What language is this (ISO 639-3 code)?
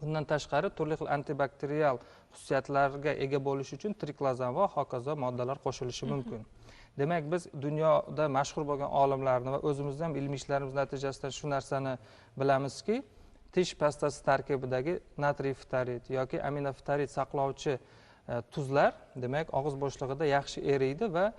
uzb